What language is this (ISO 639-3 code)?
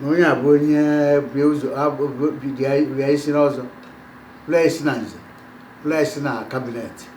ibo